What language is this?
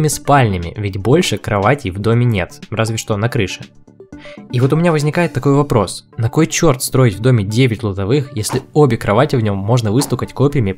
Russian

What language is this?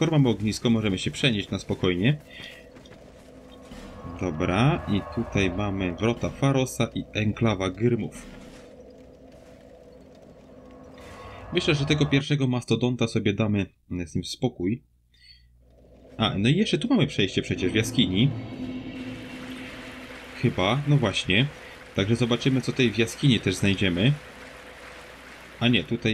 Polish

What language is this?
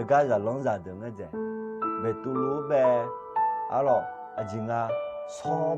Akha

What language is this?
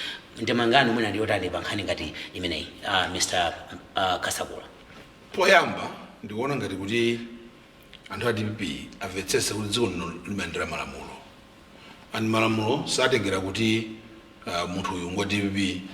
Nyanja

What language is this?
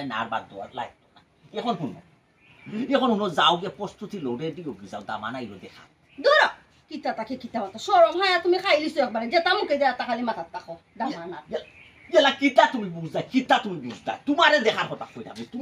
Sylheti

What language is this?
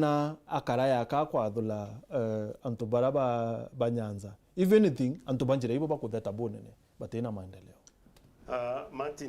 Meru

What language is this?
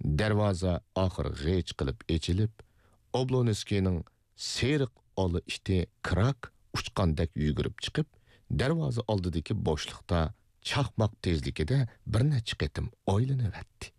Uyghur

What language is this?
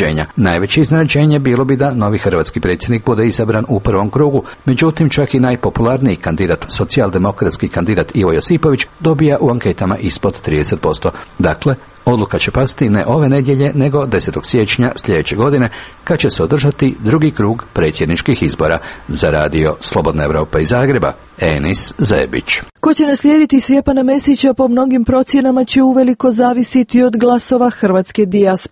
Croatian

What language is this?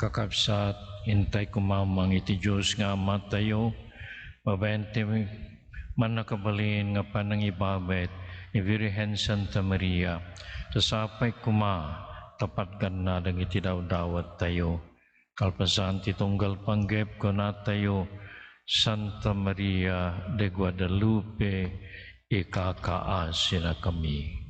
Iloko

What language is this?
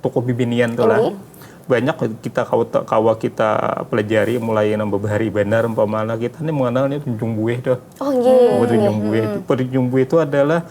Banjar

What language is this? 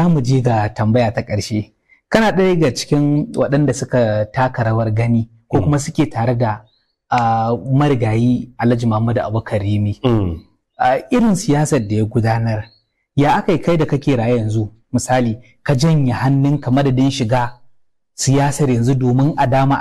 Hausa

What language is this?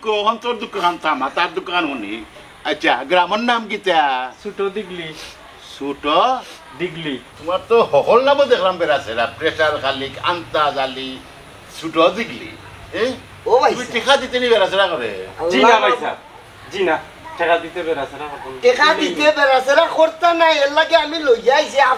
Sylheti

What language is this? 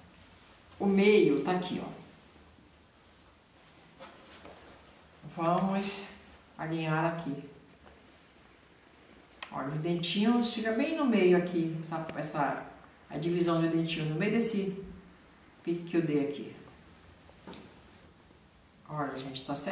Portuguese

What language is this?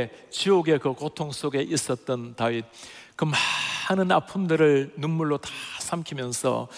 Korean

